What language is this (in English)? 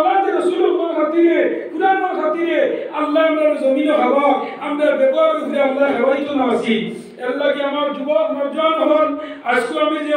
Sylheti